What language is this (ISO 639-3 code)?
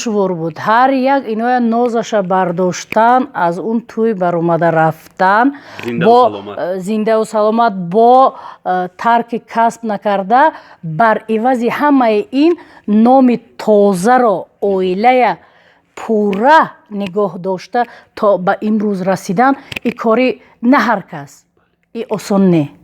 tgk